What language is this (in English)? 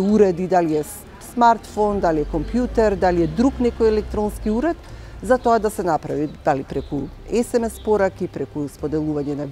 Macedonian